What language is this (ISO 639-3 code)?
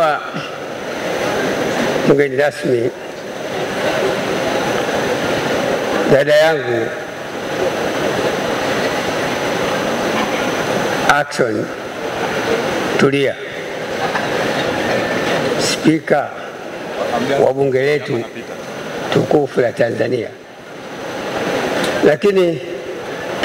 swa